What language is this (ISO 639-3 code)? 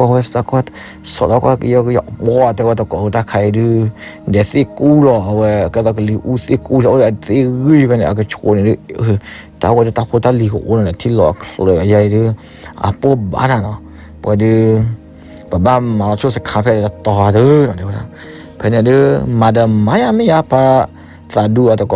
ksw